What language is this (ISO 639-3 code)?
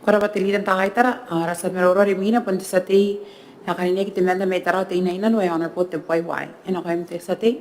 gil